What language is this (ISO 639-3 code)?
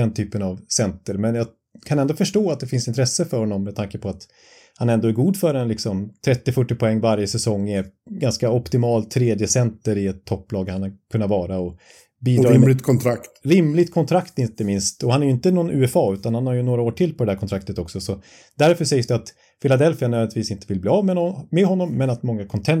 swe